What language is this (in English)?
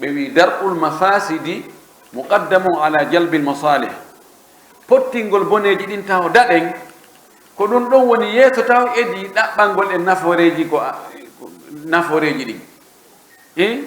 Pular